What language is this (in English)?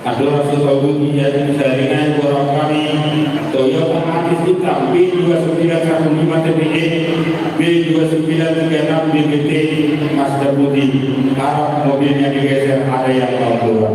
Batak Toba